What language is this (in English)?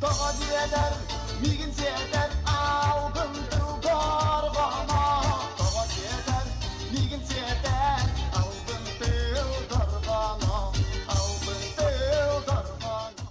Yakut